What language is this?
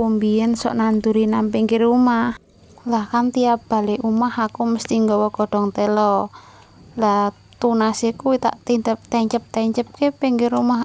Javanese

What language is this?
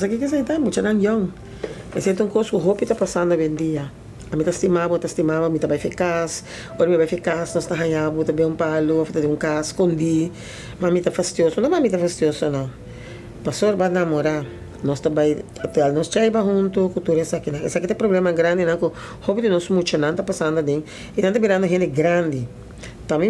Papiamento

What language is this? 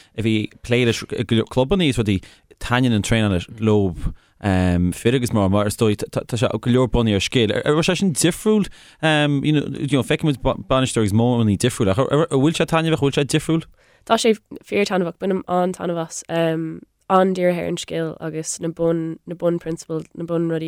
Irish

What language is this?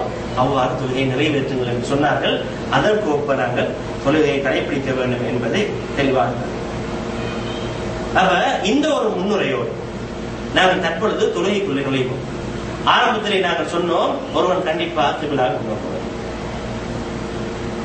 Tamil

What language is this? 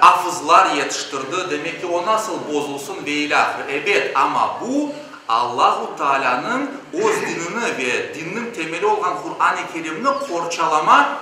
Crimean Tatar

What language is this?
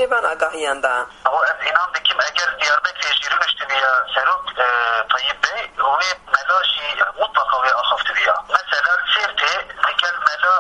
Kurdish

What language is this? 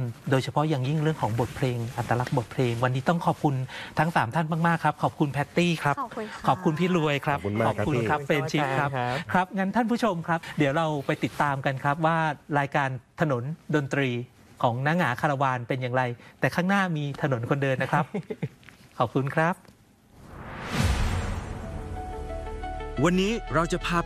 Thai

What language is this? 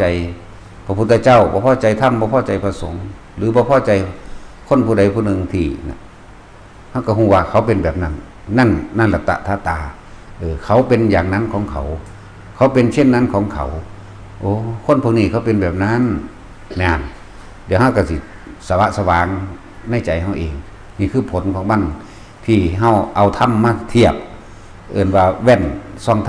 Northeastern Thai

